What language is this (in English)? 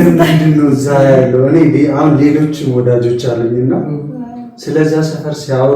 Amharic